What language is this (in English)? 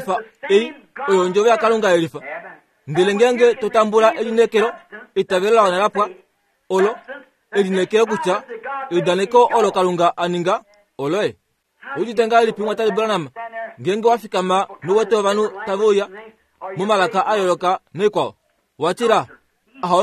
Kuanyama